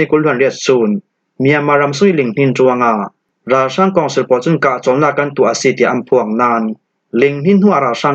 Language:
Falam Chin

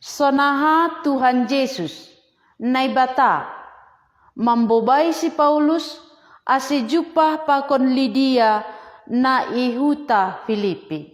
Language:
Batak Simalungun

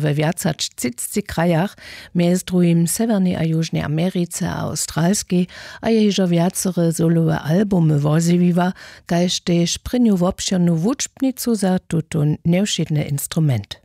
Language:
Upper Sorbian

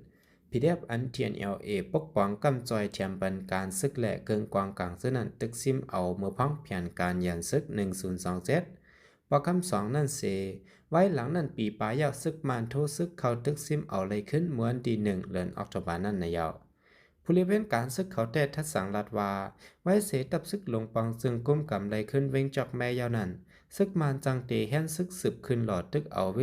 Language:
Shan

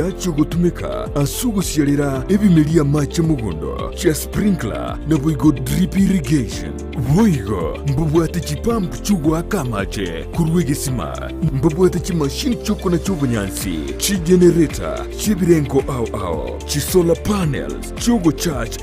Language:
Gusii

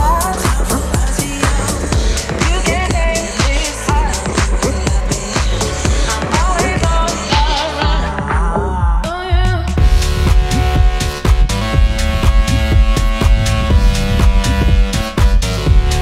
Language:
English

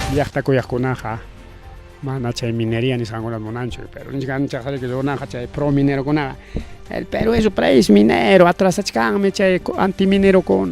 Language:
Ayacucho Quechua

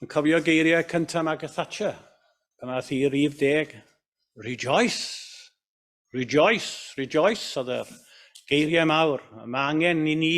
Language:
Welsh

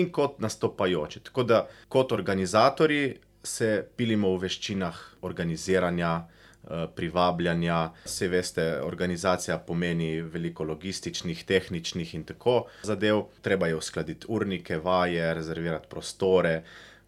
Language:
Slovenian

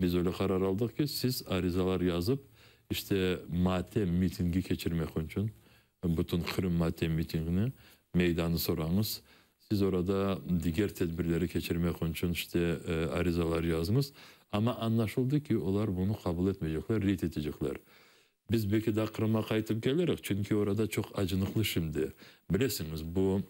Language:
Crimean Tatar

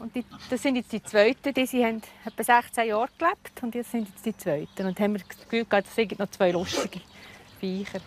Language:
Swiss German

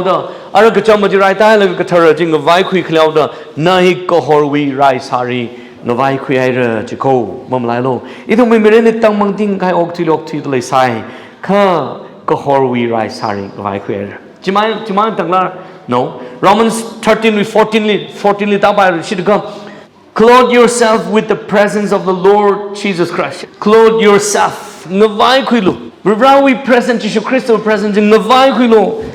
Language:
Tangkhul Naga (India)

